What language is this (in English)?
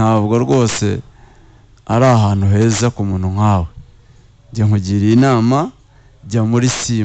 Kinyarwanda